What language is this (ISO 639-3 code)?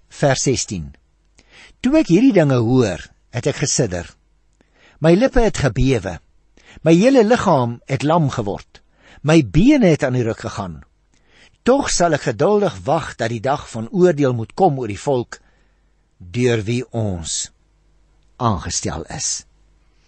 afr